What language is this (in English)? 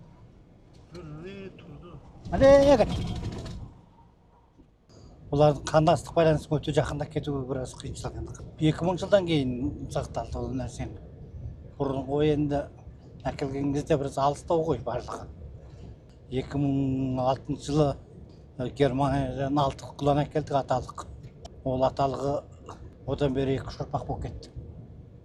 Kazakh